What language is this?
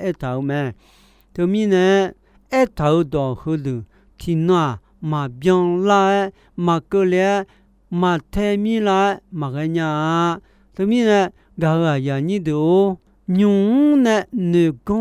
Akha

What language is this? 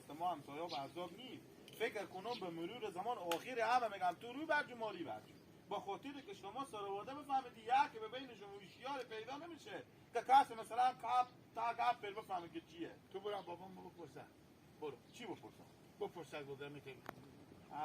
Hazaragi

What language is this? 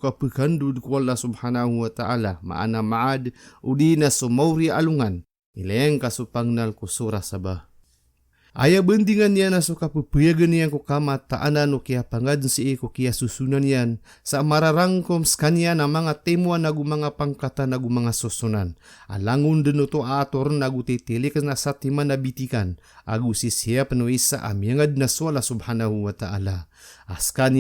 Maranao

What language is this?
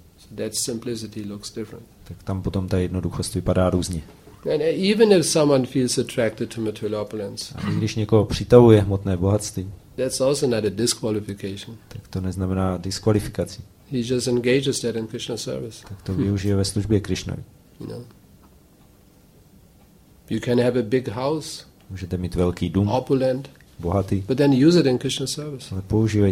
Czech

